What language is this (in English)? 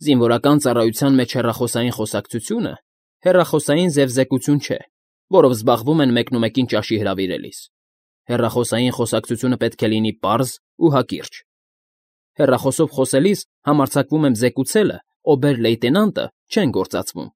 Armenian